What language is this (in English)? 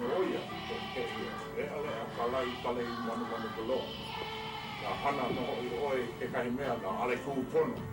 Hawaiian